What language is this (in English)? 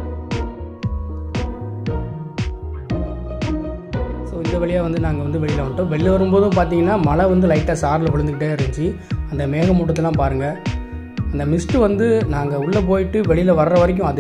Tamil